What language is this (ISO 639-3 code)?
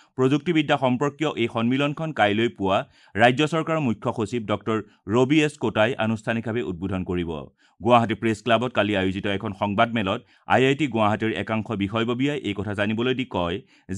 asm